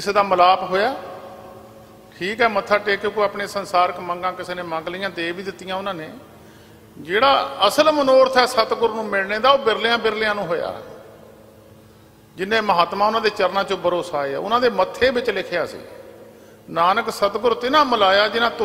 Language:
Punjabi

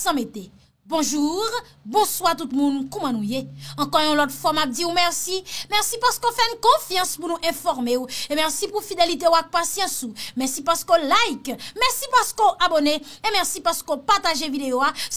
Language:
Haitian Creole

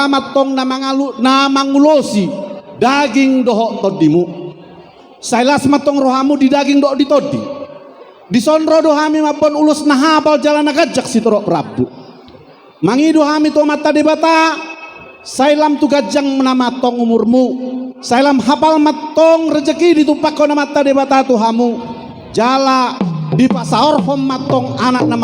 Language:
Batak Toba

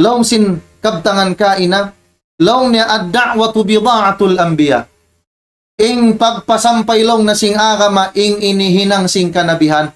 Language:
Tausug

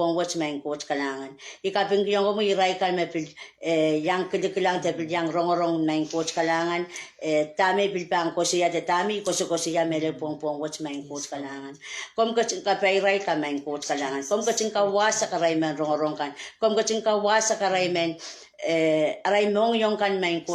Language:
Pohnpeian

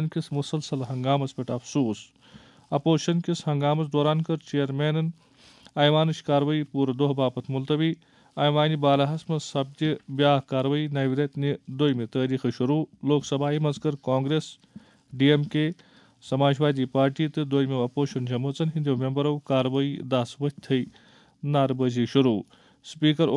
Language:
Kashmiri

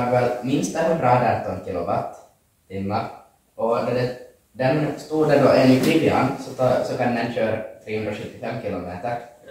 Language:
Swedish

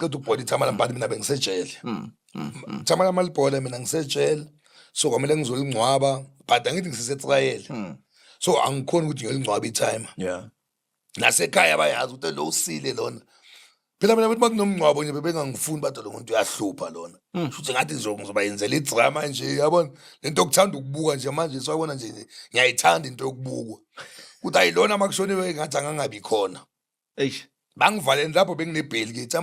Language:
Zulu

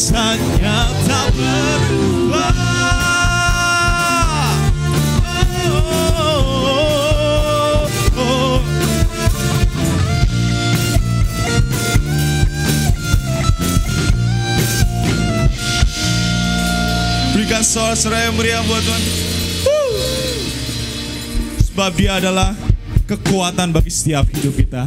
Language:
Indonesian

